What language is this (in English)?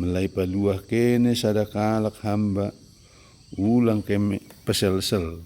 Batak Dairi